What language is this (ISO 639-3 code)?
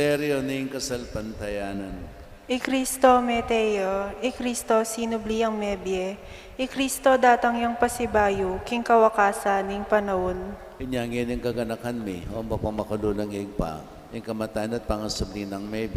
pam